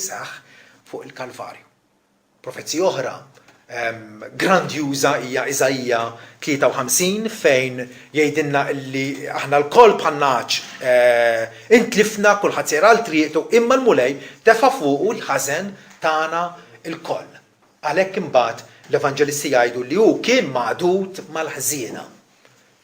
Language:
Maltese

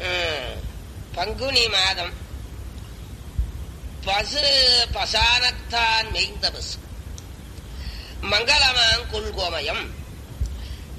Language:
Tamil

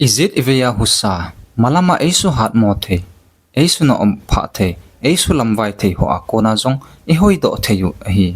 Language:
Thado Chin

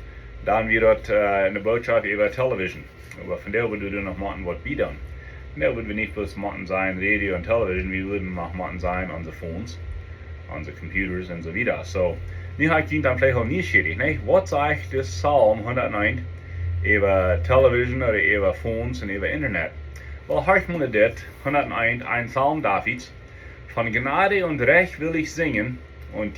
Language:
Plautdietsch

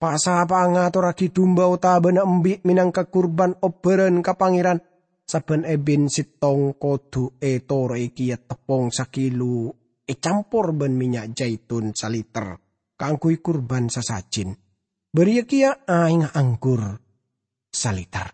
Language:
Madurese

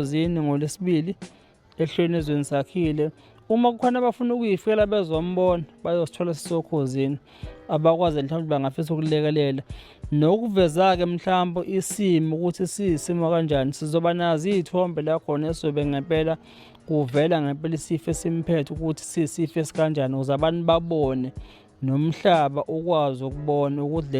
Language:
Zulu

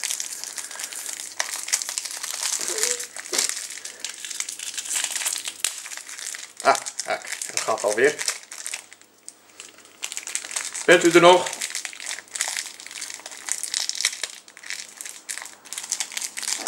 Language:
Dutch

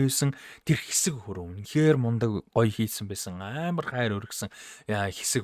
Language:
Mongolian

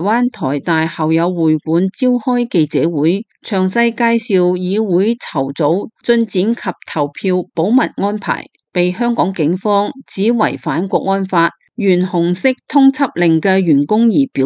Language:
Cantonese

